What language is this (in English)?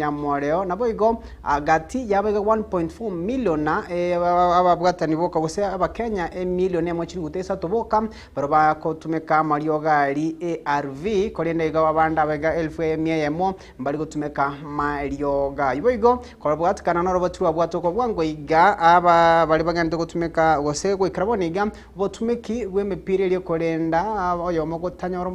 Gusii